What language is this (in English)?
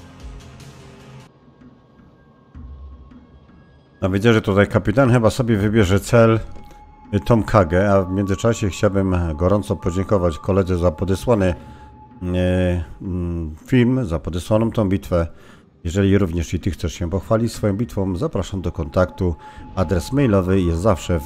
Polish